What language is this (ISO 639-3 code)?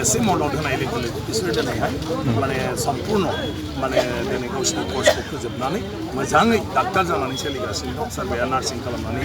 brx